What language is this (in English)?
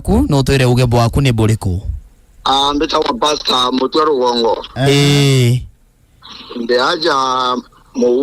Meru